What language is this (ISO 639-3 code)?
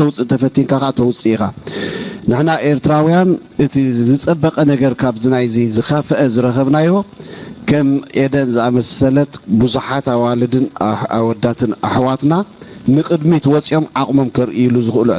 tir